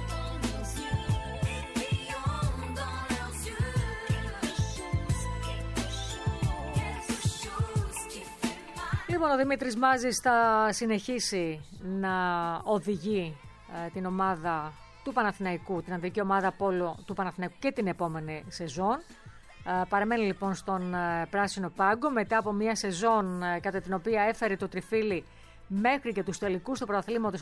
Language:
Greek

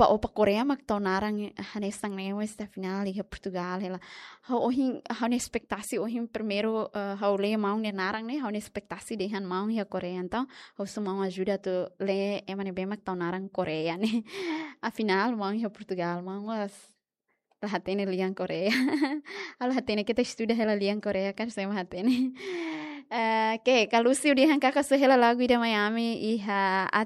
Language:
Tetum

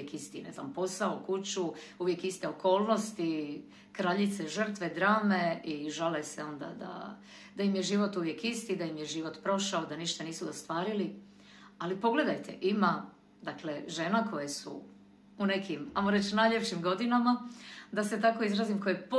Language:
Croatian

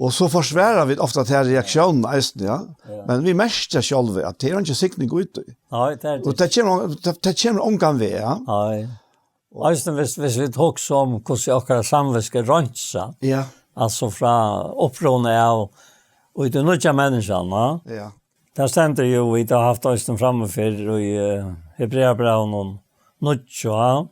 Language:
Faroese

